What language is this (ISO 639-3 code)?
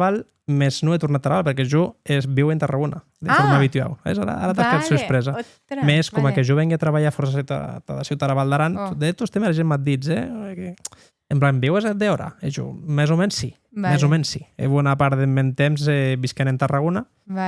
oci